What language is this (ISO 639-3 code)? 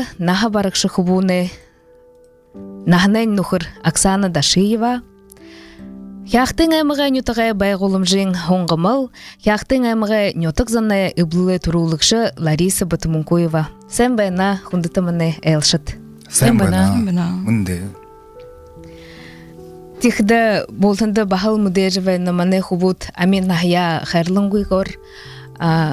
bua